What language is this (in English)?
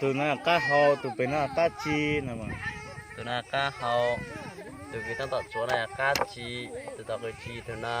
Hmong